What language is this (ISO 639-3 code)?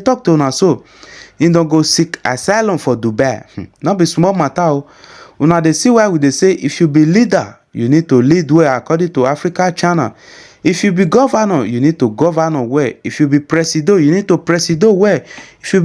pcm